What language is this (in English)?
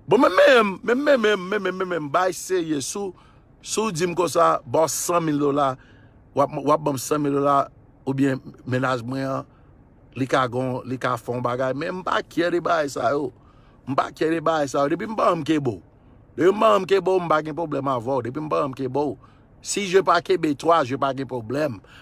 Haitian Creole